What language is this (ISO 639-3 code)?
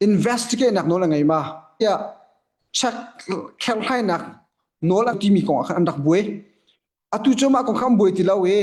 cnh